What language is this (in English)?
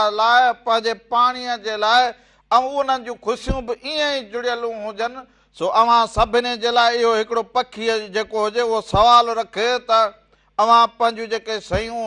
Sindhi